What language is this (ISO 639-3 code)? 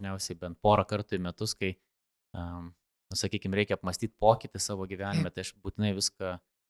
lit